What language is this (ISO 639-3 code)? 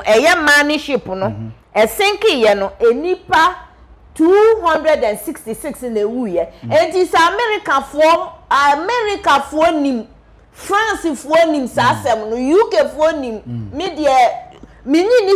aka